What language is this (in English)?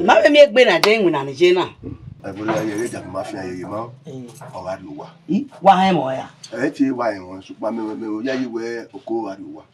Bini